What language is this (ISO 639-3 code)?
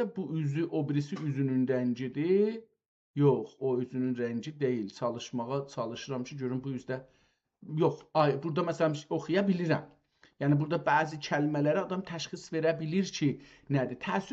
azb